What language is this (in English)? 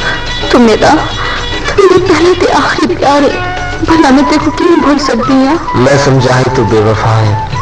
Saraiki